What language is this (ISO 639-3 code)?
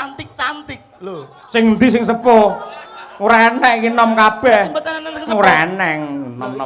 jav